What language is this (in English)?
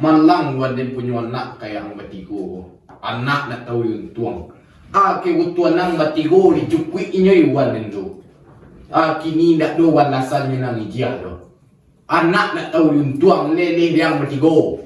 Minangkabau